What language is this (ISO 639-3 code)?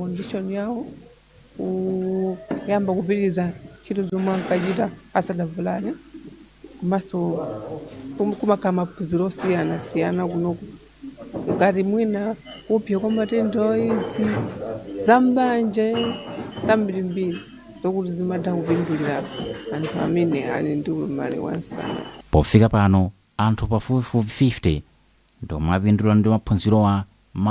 nya